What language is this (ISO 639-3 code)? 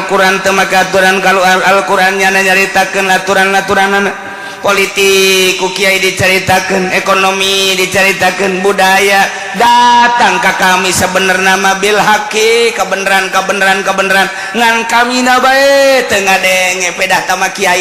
sun